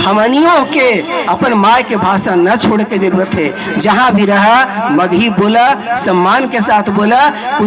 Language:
Magahi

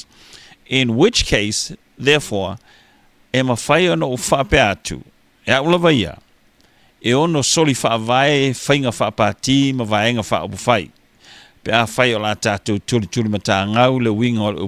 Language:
Samoan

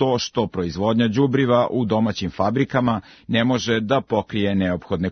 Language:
Serbian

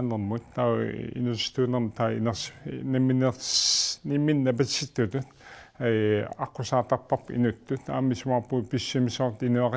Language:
Kalaallisut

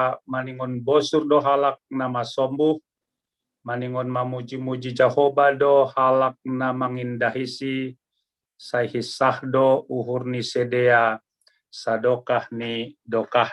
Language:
Batak Simalungun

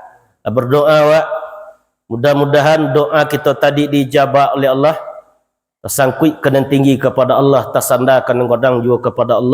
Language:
Minangkabau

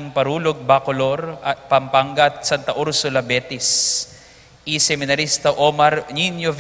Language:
Pampanga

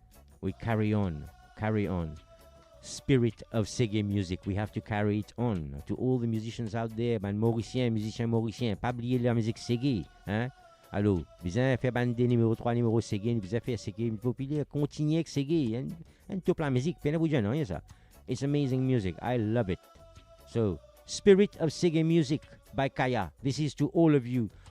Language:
Morisyen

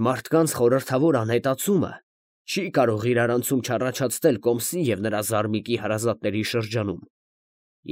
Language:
Armenian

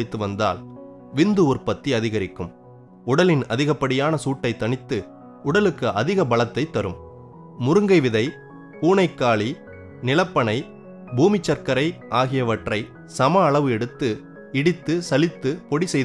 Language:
Tamil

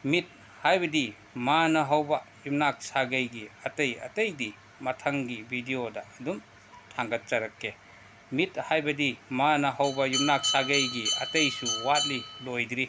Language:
Manipuri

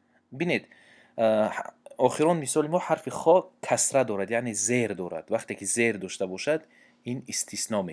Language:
Tajik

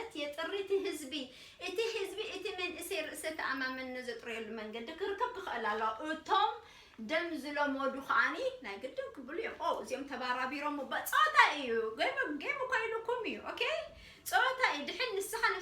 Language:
Tigrinya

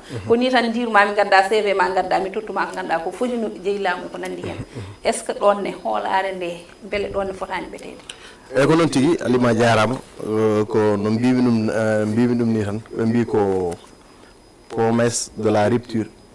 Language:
Fula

